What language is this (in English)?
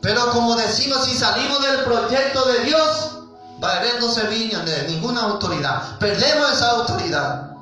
Guarani